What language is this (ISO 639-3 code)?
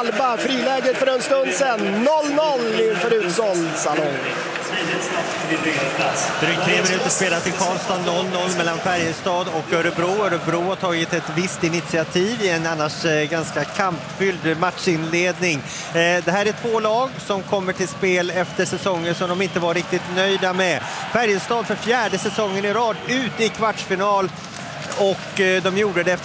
swe